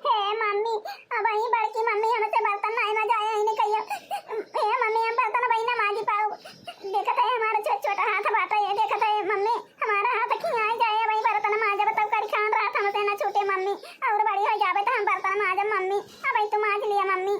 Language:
Awadhi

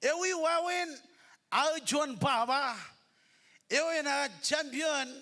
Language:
Marshallese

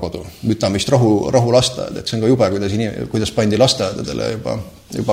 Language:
Estonian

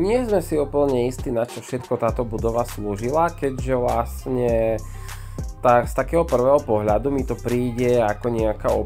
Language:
Slovak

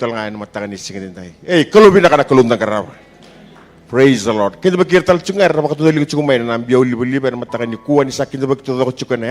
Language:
Fijian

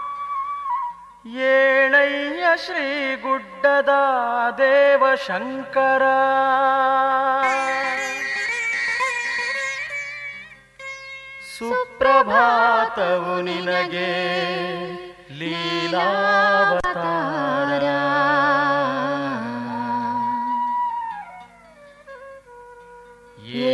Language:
Kannada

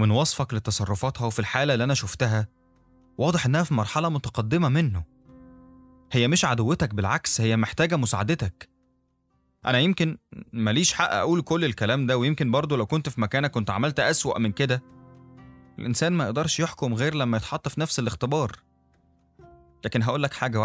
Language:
Egyptian Arabic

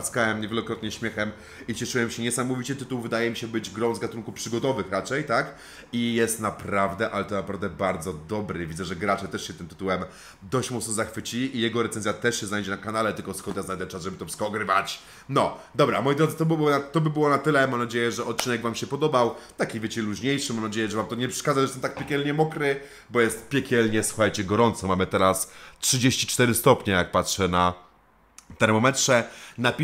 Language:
Polish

